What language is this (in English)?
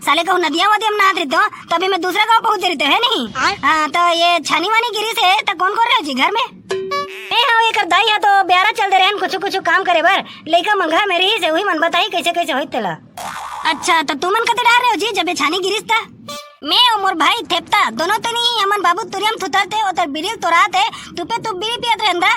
Chhattisgarhi